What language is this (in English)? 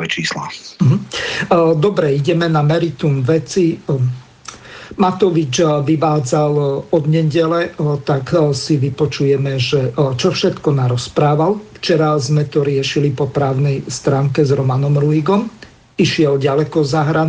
Slovak